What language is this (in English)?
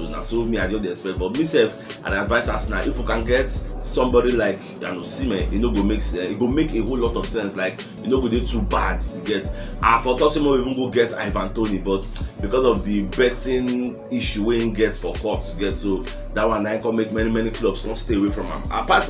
Nigerian Pidgin